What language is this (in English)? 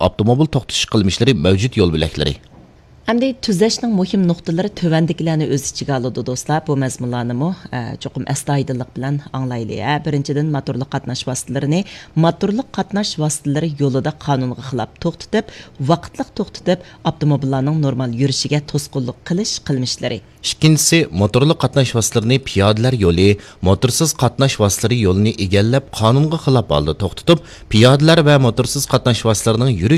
Uyghur